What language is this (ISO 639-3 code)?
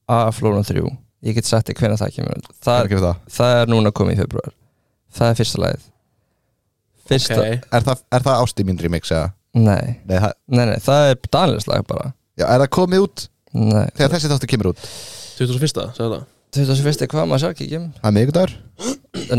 isl